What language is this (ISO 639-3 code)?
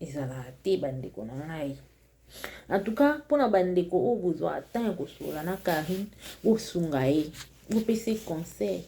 lin